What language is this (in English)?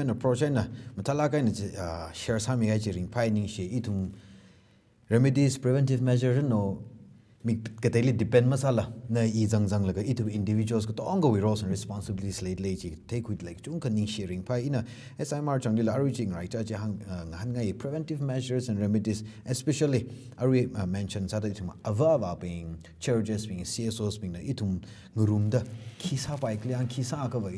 Tangkhul Naga (India)